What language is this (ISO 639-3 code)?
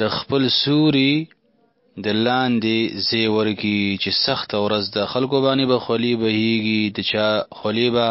pus